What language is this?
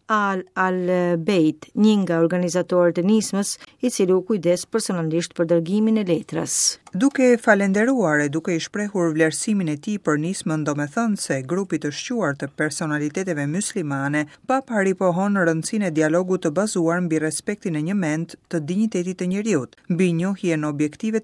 Albanian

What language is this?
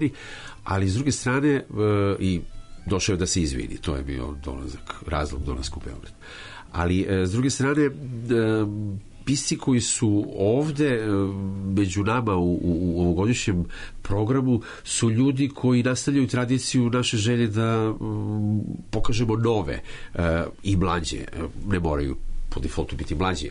Serbian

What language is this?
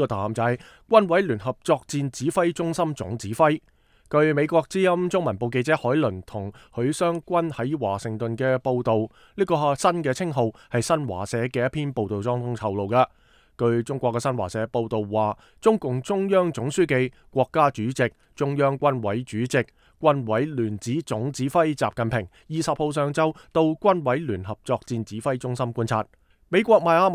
Cantonese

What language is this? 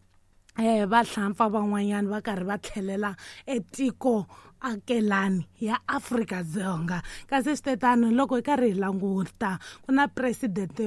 Tsonga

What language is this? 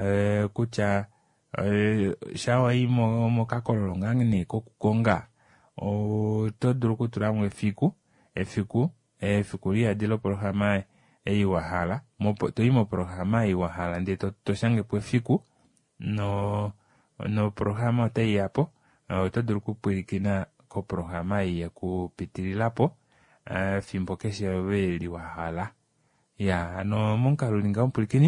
Kuanyama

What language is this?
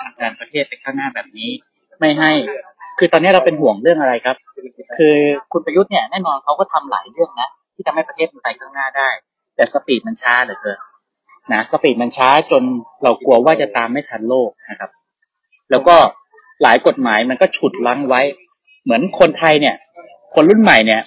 Thai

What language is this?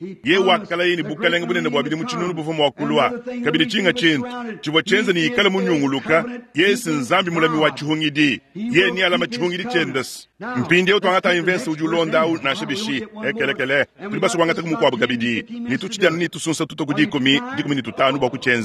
Luba-Lulua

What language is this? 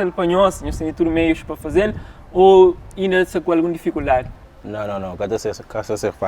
Kabuverdianu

